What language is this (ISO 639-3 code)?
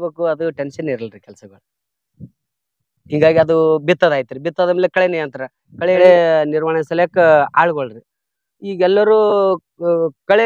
kan